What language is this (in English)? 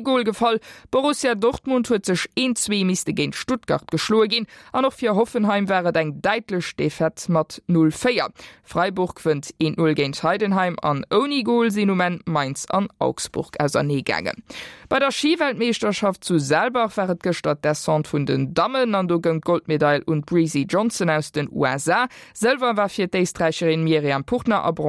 Luxembourgish